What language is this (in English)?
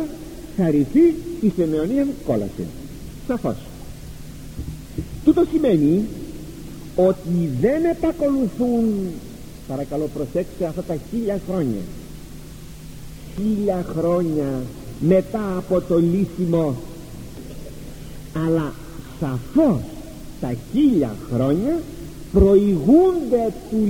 Greek